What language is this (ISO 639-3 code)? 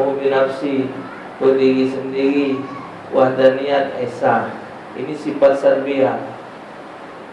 mui